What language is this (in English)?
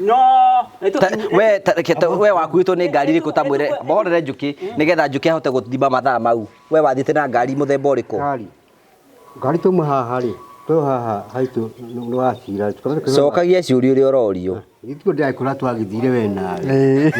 Kikuyu